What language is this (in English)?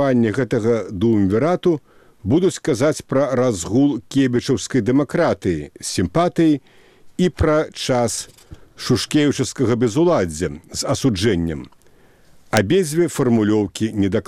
Belarusian